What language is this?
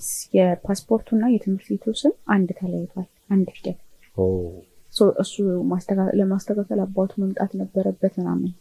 Amharic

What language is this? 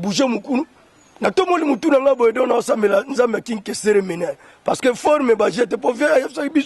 Lingala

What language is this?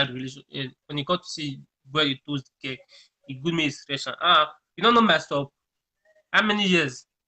Nigerian Pidgin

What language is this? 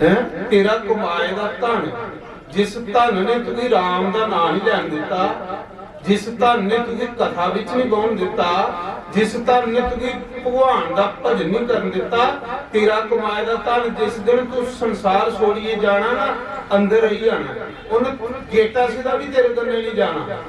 Dogri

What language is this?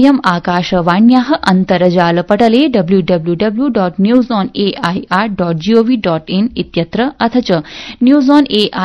Sanskrit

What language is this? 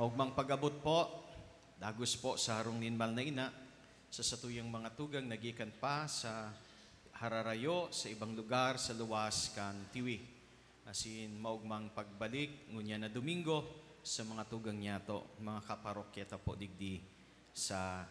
Bikol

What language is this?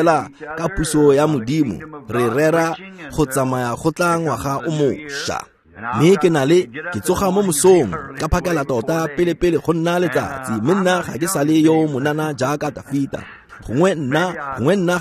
Tswana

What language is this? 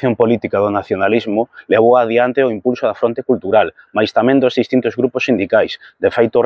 Galician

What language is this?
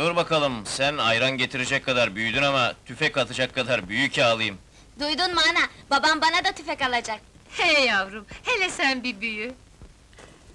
Turkish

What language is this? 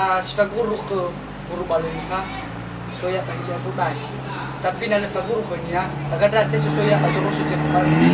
Nias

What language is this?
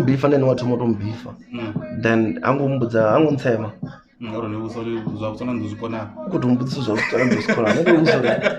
Venda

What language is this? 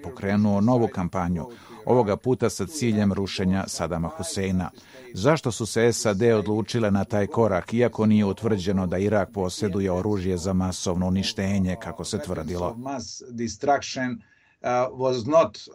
Bosnian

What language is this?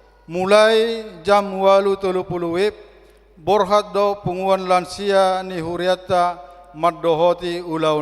Batak Toba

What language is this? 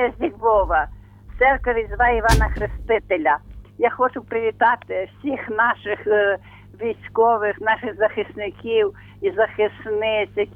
Ukrainian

